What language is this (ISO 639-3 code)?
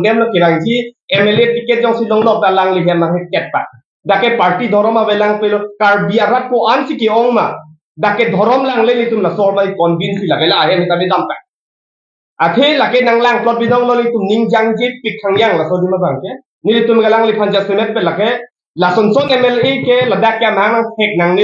mjw